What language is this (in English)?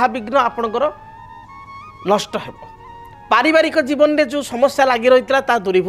Odia